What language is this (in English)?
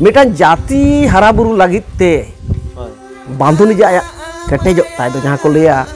Santali